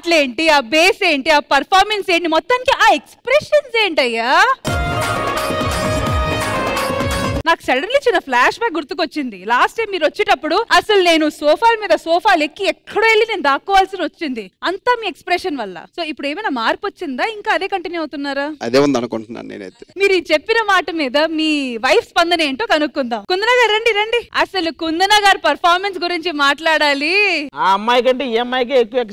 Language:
Telugu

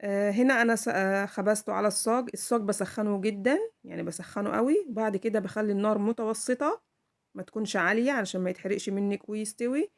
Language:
Egyptian Arabic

